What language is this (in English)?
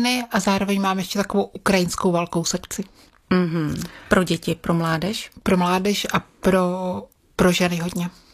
Czech